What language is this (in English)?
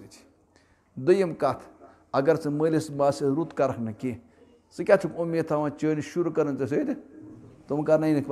Kashmiri